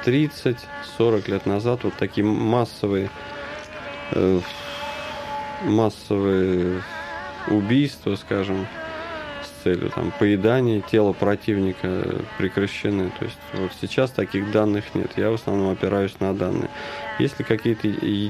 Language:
Russian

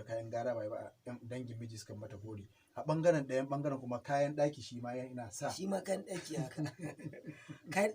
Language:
Hausa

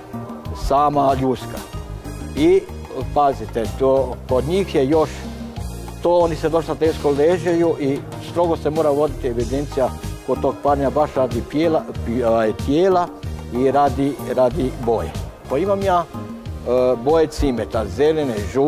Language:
Croatian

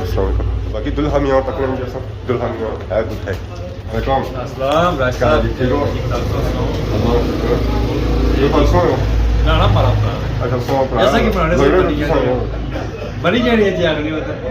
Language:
Pahari-Potwari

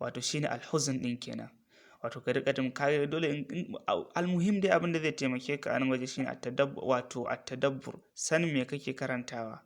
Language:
Hausa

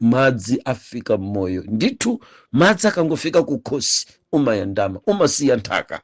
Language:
Nyanja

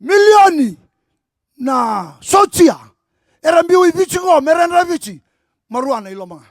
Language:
Fijian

